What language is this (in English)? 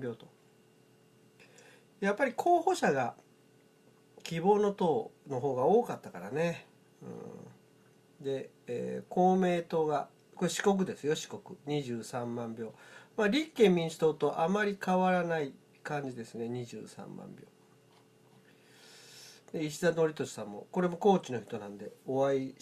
Japanese